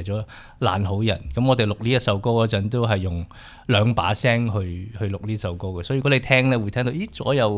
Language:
Cantonese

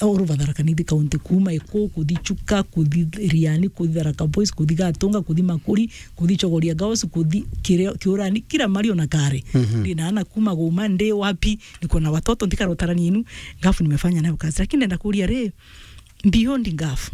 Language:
Meru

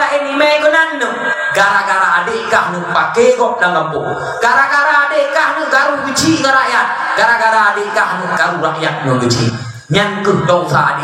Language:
Achinese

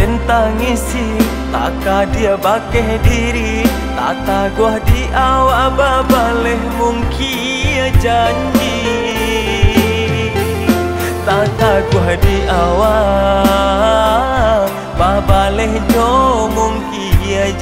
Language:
Minangkabau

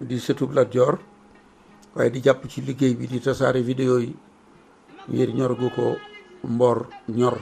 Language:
Wolof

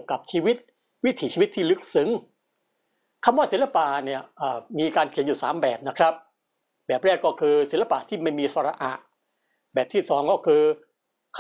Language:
Thai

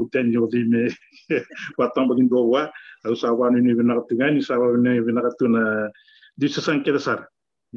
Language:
Fijian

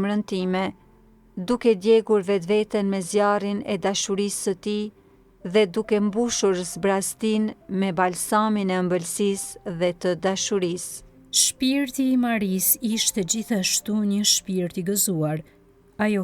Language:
Albanian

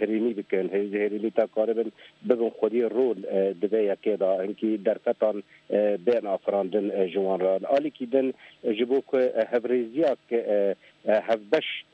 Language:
Kurdish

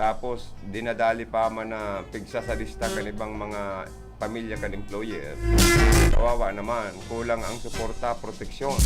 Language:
Bikol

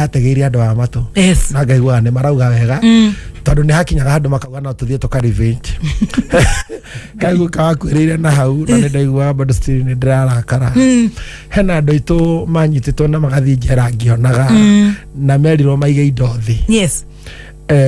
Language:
Kikuyu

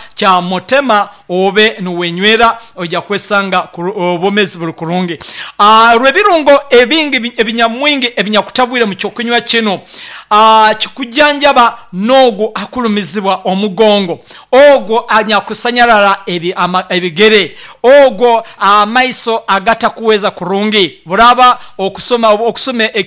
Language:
Nyankole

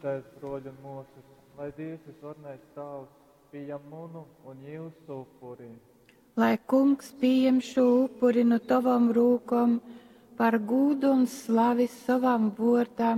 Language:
Latgalian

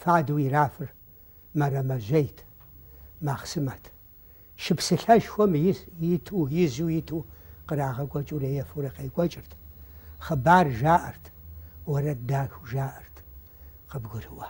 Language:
Kabardian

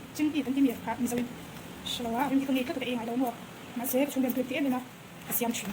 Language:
Mizo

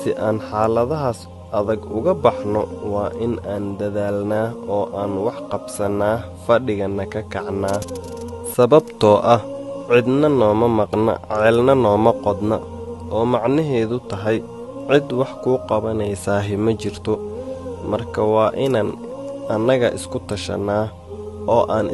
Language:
Somali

